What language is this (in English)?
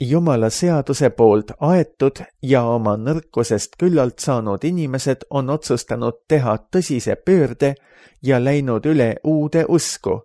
Estonian